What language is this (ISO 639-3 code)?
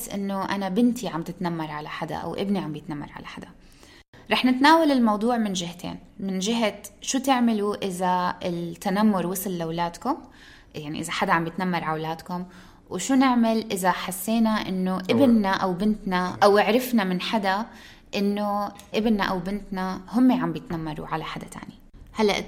apc